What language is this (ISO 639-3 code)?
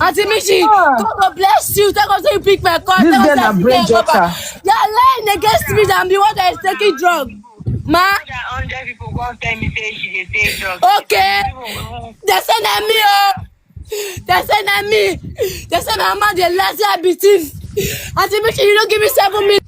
pcm